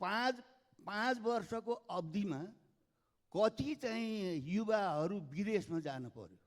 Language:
Nepali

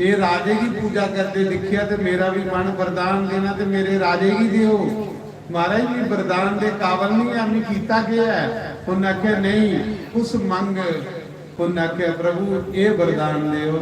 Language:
Dogri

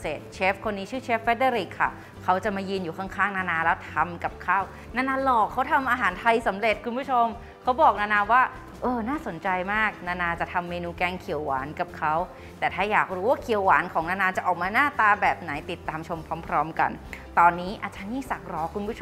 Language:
Thai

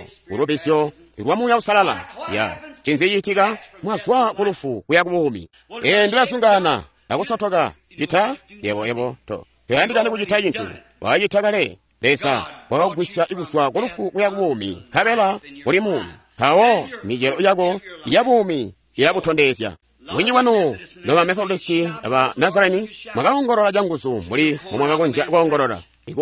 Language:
Tonga (Zambia)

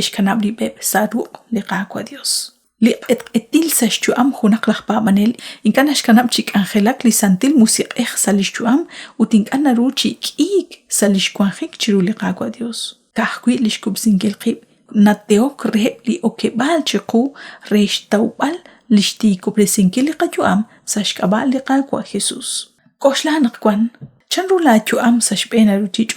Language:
Kekchí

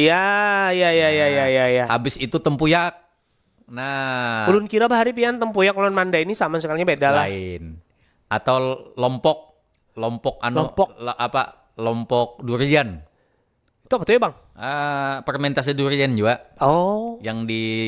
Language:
Banjar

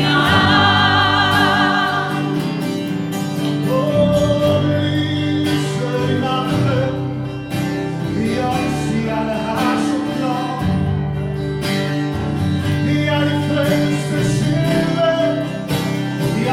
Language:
Norwegian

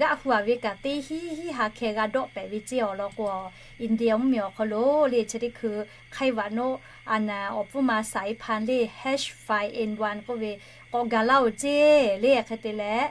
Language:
Lahu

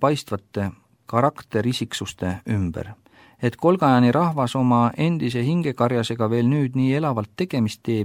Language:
Estonian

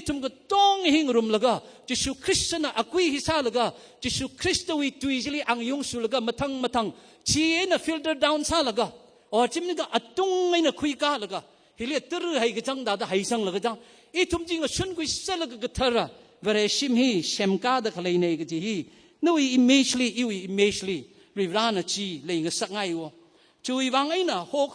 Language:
Tangkhul Naga (India)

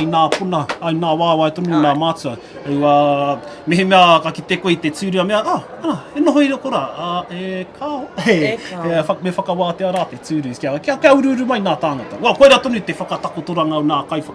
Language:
Māori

